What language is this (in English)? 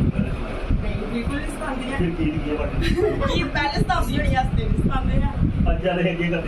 Dogri